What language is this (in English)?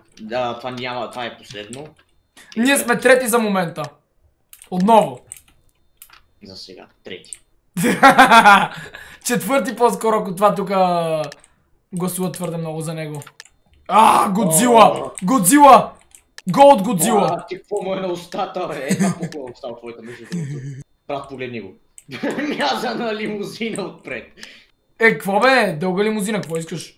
Bulgarian